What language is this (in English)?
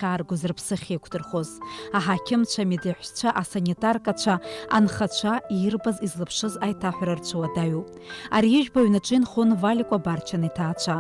Abkhazian